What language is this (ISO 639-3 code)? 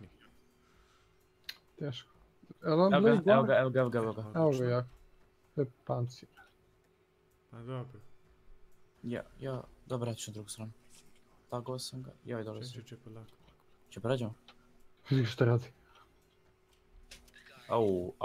hrv